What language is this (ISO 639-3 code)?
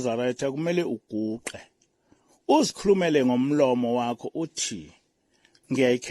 zul